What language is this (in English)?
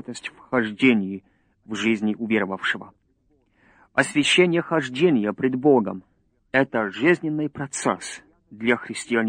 Russian